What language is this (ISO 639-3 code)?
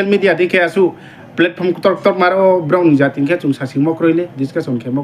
ria